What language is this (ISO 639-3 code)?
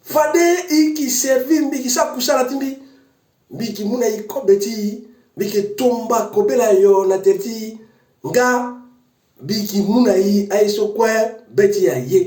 sag